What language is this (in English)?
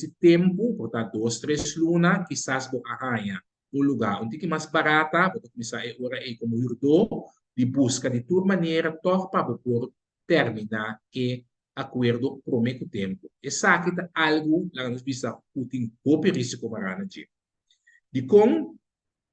Papiamento